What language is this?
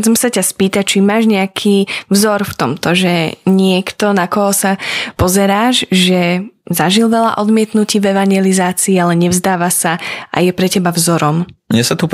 Slovak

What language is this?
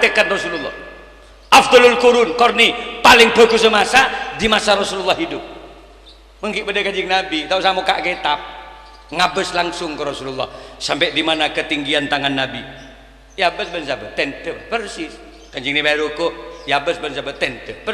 Madurese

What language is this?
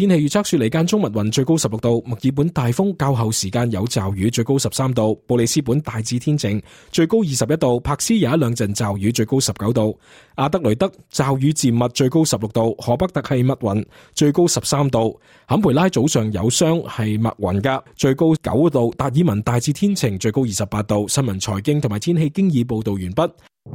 Cantonese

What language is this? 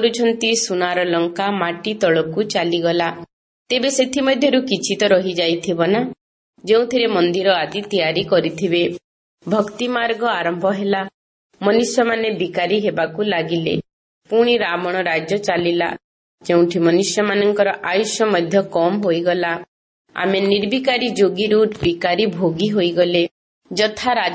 Odia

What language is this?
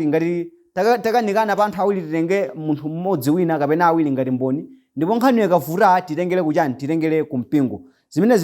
Nyanja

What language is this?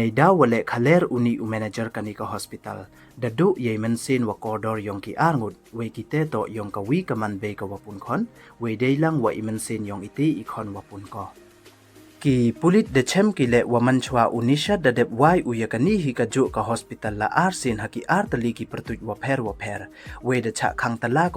Pnar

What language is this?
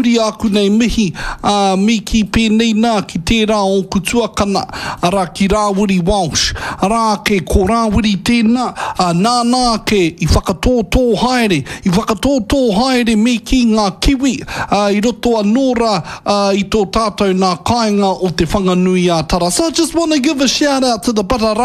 Māori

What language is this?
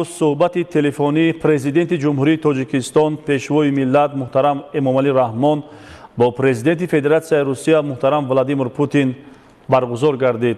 Tajik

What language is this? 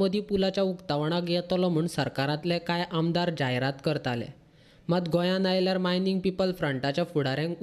Konkani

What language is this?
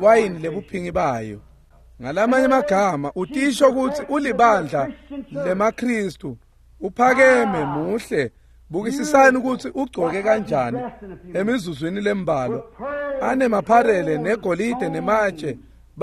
Swati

